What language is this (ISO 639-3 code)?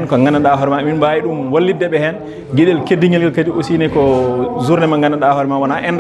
ful